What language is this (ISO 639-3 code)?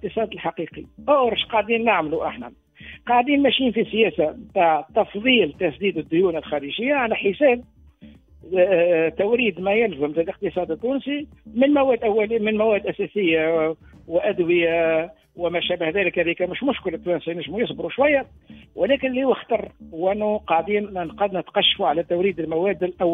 aeb